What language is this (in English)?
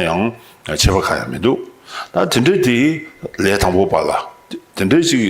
Tibetan